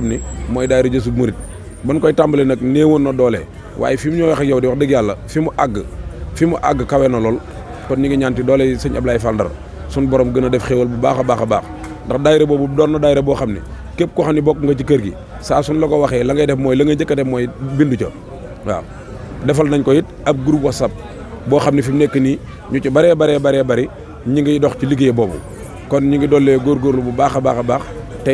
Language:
Wolof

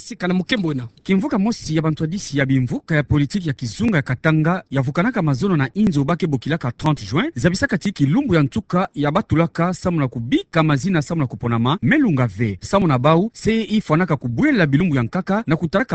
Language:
Kituba (Democratic Republic of Congo)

